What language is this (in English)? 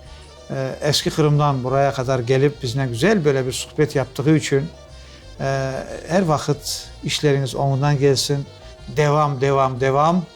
Crimean Tatar